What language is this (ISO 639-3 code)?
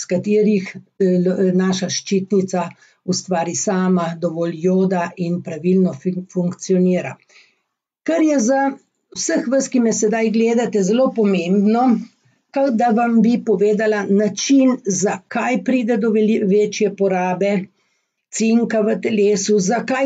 slv